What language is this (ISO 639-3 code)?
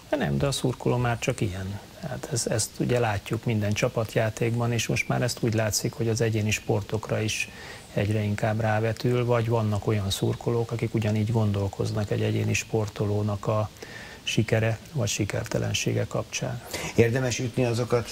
hun